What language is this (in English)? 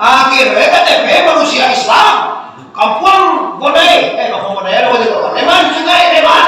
Minangkabau